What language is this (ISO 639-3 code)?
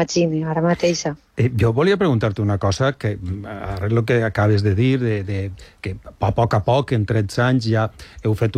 cat